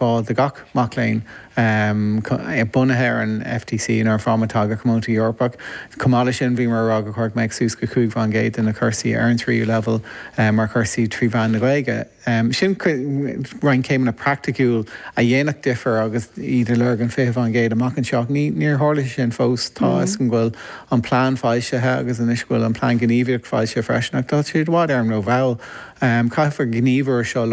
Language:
Irish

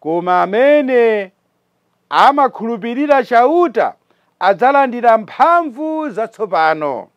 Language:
Nyanja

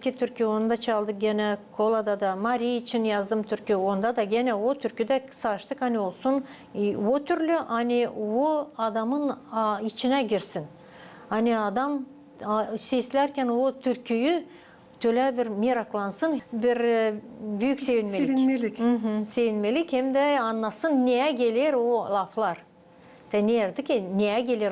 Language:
Gagauz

